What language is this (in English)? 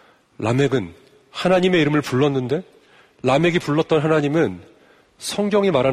Korean